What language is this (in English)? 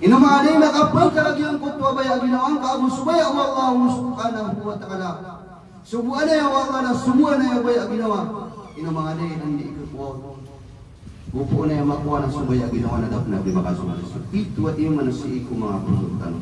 Maranao